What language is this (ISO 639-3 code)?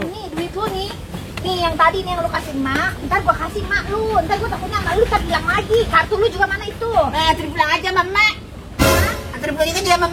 bew